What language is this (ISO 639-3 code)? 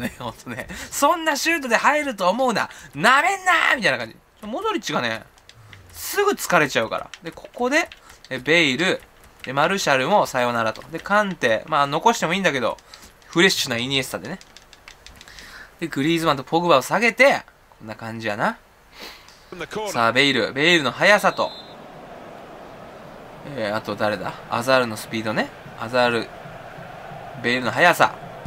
jpn